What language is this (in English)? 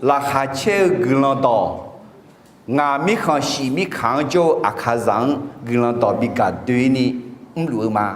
Akha